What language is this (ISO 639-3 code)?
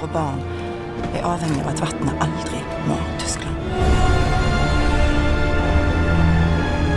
nor